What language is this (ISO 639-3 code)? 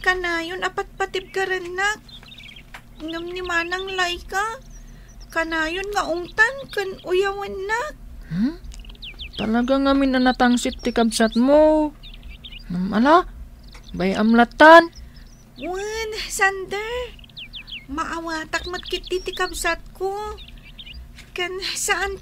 ilo